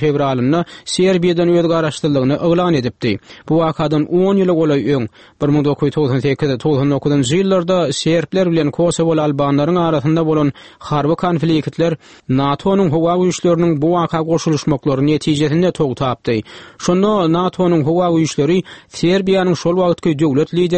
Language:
Turkmen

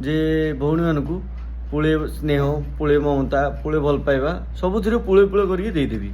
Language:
Odia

